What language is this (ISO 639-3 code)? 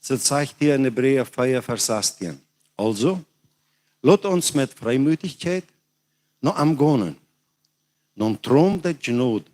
pdt